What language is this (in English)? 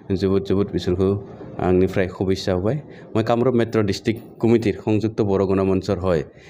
Bodo